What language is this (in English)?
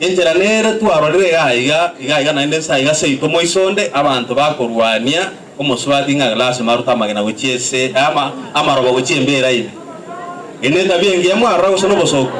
Gusii